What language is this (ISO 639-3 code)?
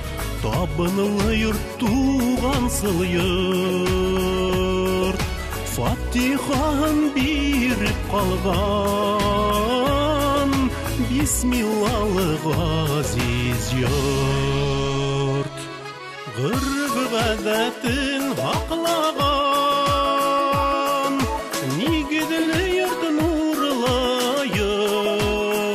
bak